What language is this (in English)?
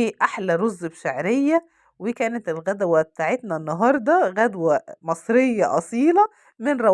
Egyptian Arabic